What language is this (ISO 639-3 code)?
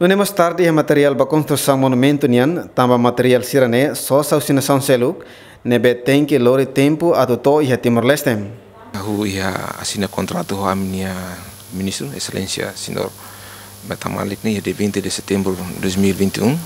tet